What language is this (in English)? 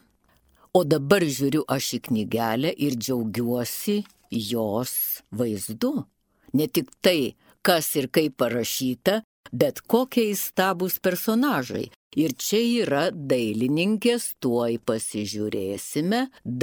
Lithuanian